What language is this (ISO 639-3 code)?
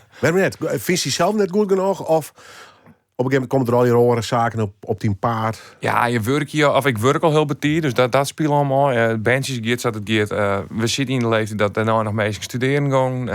fry